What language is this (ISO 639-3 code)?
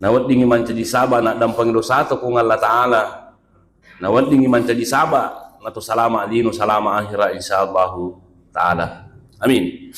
bug